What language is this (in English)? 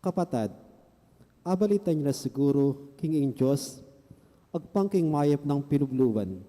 Pampanga